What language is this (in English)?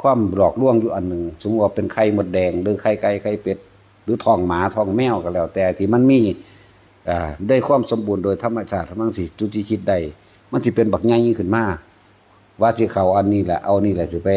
Northeastern Thai